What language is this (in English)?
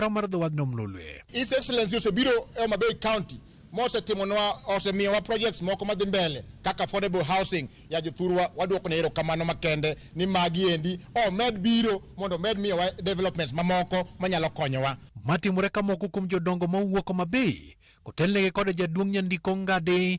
Luo (Kenya and Tanzania)